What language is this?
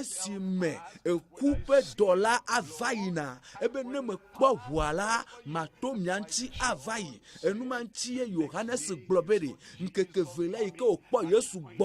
Ewe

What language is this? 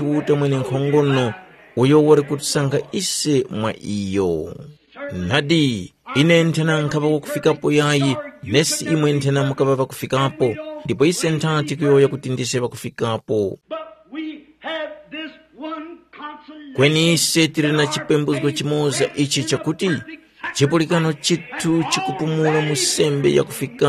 Tumbuka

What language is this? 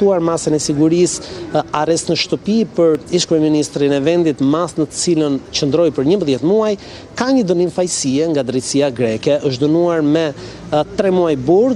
Albanian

